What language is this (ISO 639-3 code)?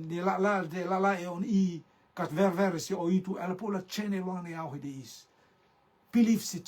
rtm